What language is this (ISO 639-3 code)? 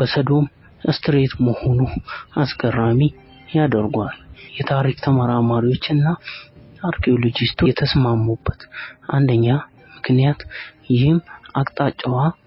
amh